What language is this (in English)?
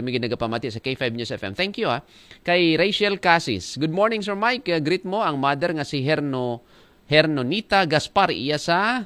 Aklanon